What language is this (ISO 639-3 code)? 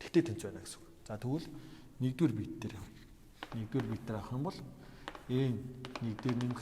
mon